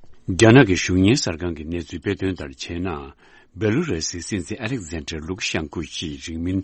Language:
Tibetan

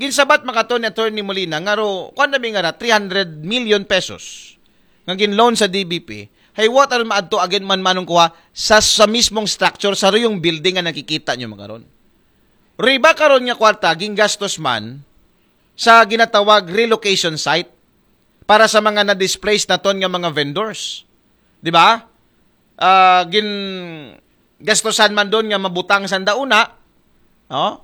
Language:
Aklanon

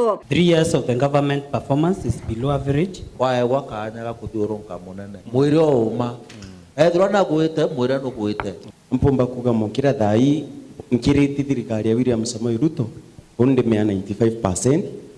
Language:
Meru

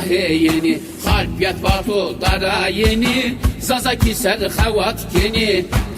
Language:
Zaza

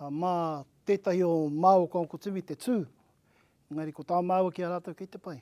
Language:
Māori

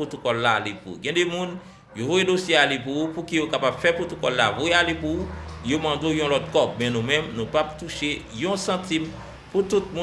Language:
Haitian Creole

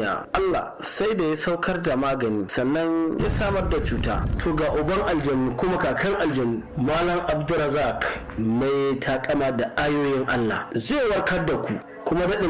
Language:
Hausa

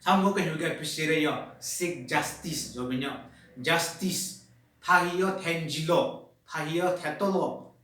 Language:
Southern Rengma Naga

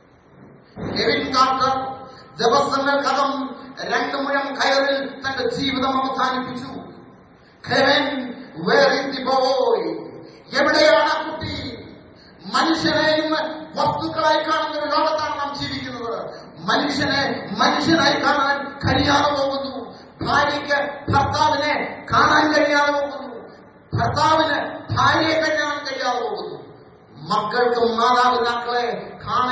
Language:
Malayalam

